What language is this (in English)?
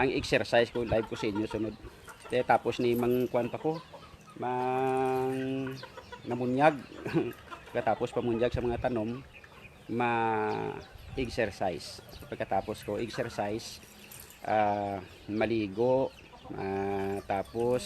Hiligaynon